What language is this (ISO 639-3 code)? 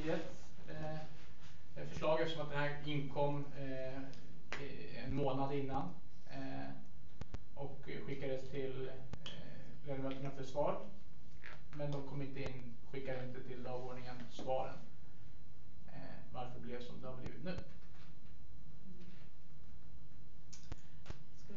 swe